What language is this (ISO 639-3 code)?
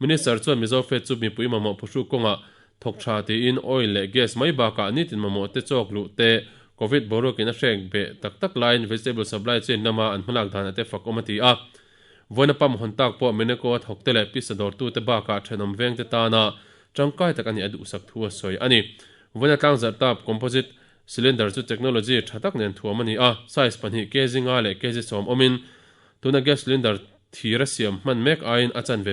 lus